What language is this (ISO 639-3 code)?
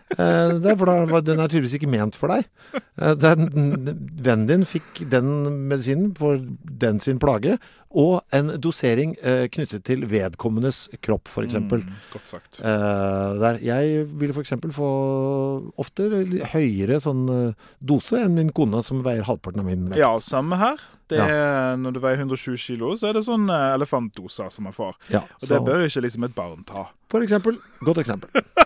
nor